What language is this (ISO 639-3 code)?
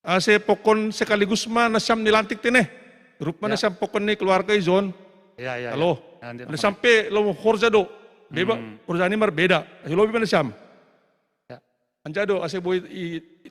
bts